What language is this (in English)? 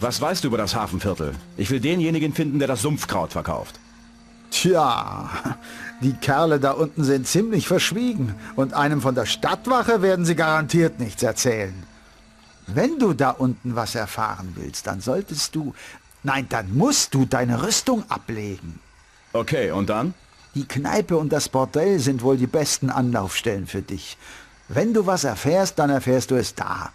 Bavarian